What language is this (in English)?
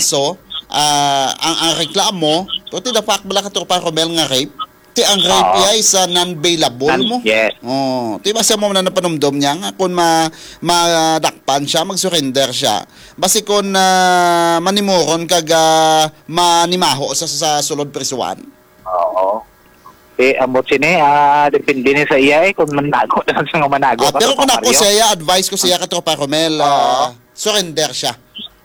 Hiligaynon